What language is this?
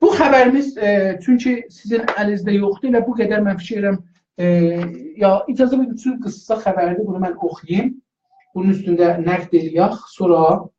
South Azerbaijani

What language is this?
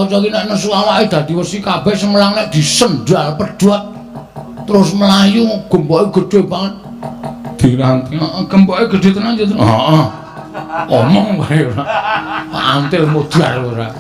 Javanese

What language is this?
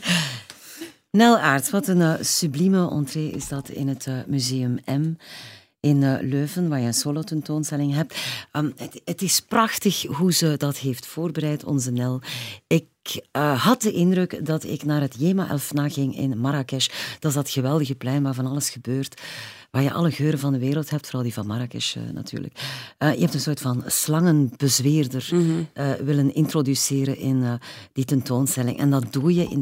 Dutch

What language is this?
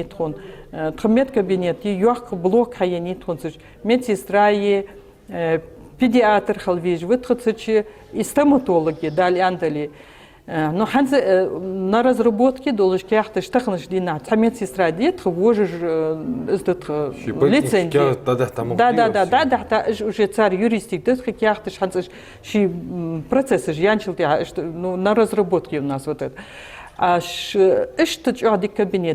Ingush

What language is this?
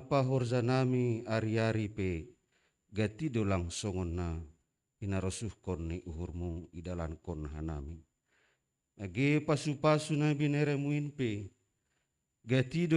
Batak Simalungun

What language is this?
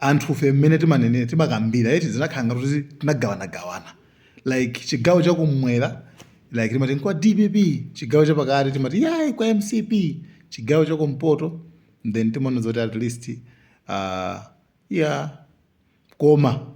Nyanja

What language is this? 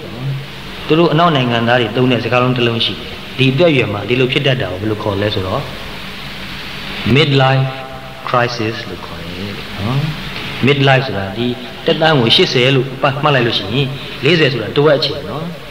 Burmese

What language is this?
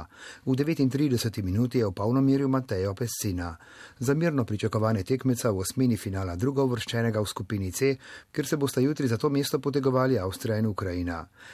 Slovenian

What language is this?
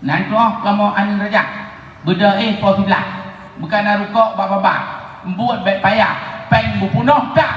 Achinese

